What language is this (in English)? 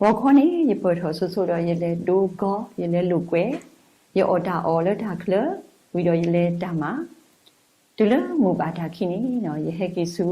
S'gaw Karen